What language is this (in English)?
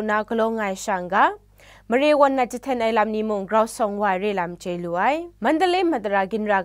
Kachin